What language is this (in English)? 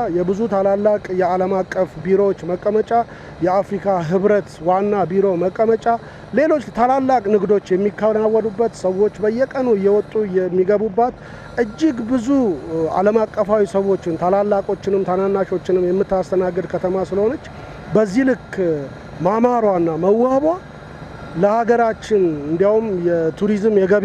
Amharic